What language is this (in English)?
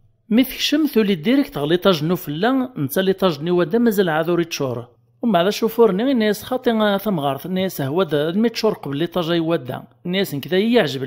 Kabyle